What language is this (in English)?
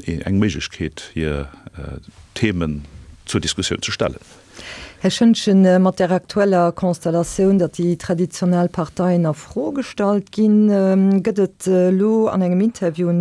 Luxembourgish